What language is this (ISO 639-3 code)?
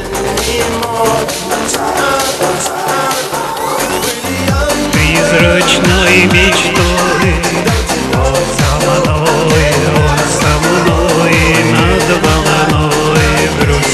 rus